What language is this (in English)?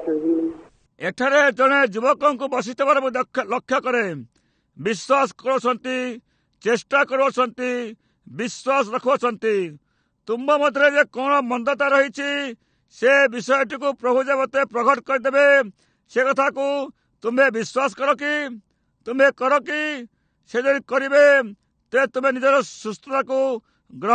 Odia